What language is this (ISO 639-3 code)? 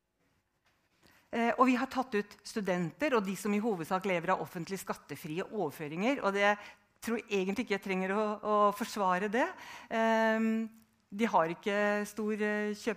nor